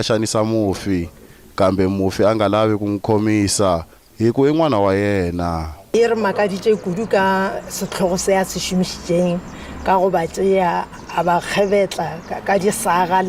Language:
Northern Sotho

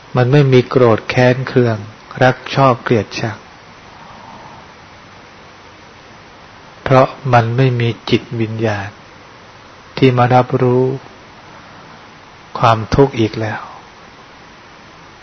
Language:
Thai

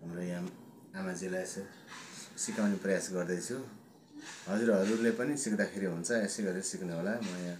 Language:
Nepali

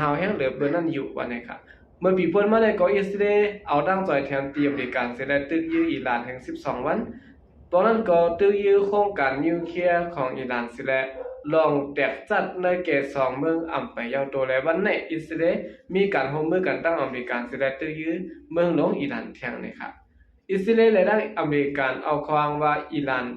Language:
Shan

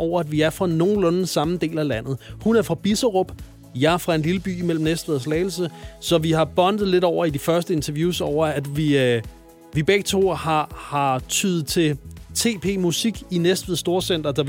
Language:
Danish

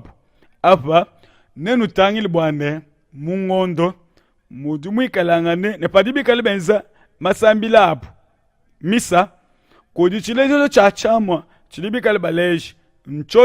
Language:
Luba-Lulua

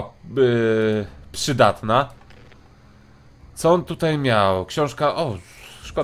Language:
Polish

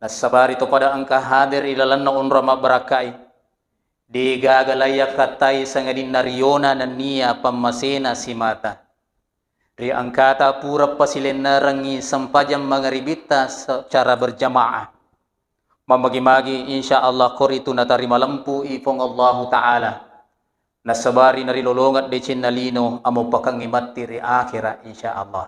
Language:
Buginese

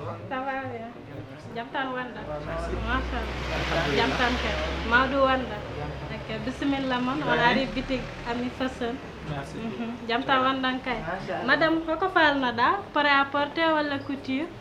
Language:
Fula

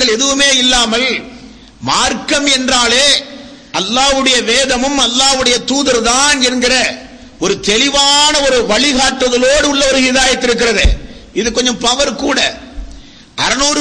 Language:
Tamil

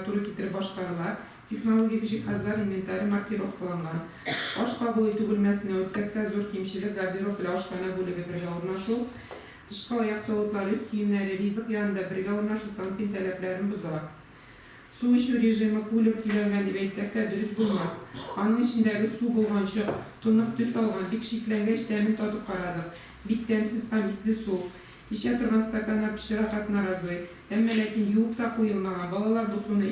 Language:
Tatar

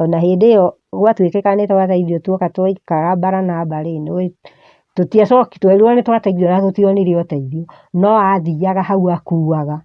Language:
Kikuyu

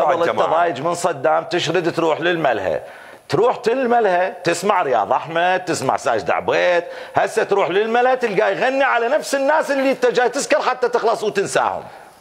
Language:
Mesopotamian Arabic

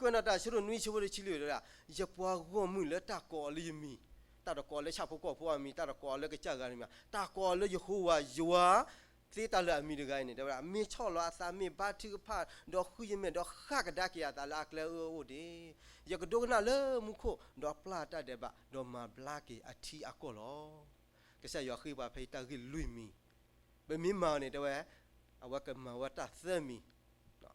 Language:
S'gaw Karen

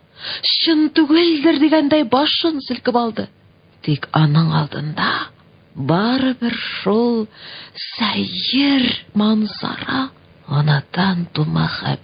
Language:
Tatar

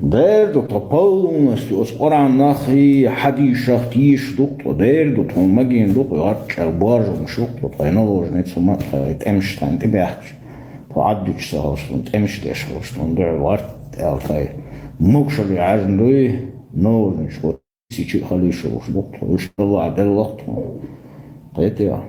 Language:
Chechen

